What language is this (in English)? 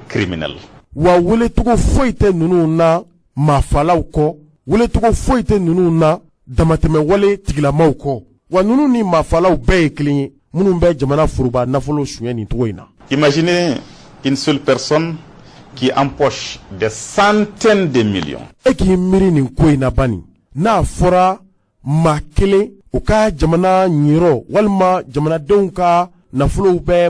Bambara